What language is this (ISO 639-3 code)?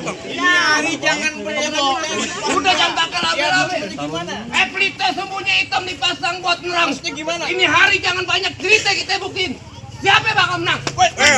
bew